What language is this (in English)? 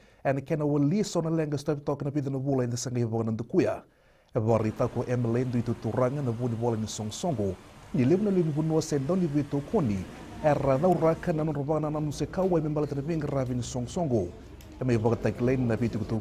Fijian